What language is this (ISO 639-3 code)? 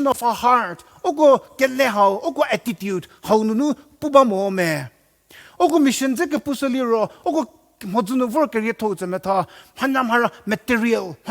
njm